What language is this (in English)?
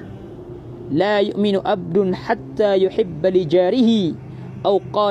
Maranao